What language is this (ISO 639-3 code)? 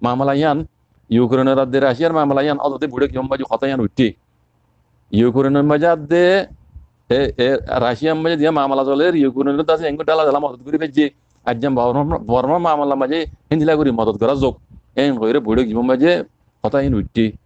rhg